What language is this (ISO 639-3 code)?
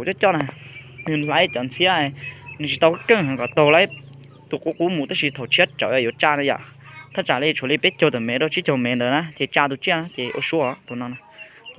hmn